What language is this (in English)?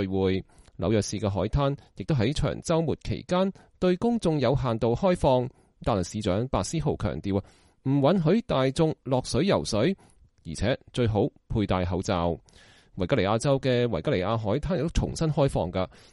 Cantonese